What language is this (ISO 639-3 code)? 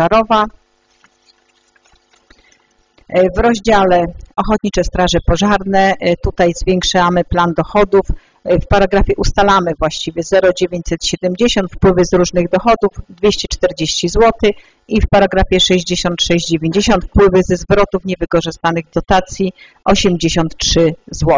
pol